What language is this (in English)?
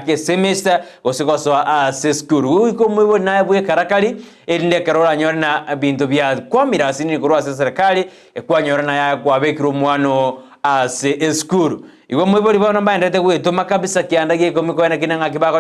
Gusii